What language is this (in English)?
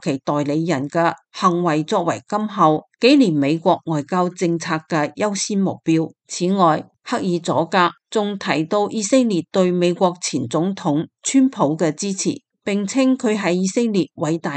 Cantonese